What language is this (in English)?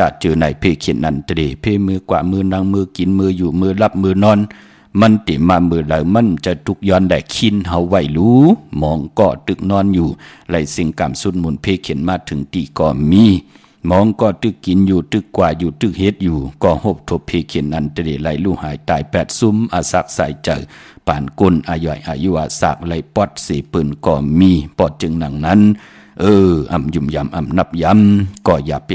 Shan